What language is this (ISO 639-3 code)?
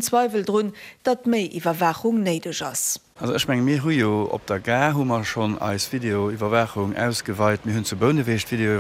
ltz